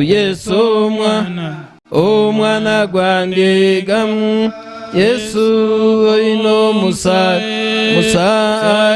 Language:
Nyankole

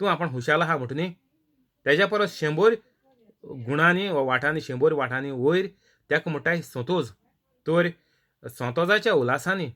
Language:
Konkani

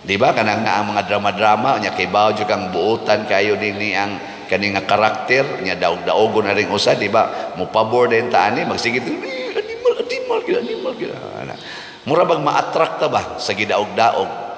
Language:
Cebuano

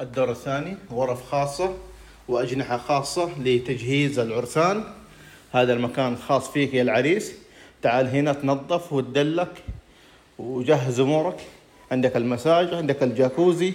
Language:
Mesopotamian Arabic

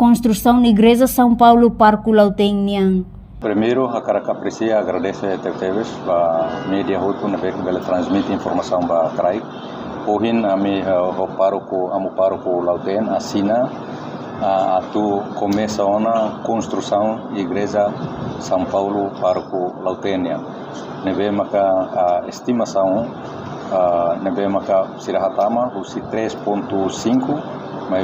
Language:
Tetum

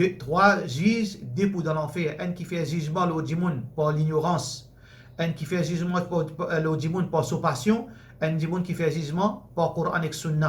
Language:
Morisyen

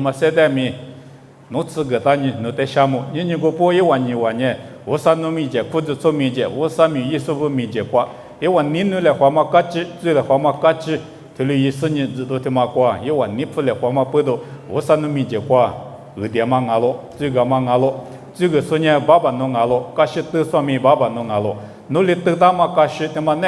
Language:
Lisu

